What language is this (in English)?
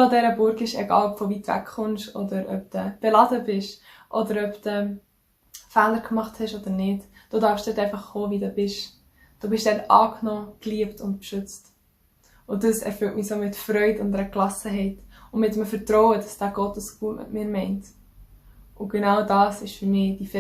Swiss German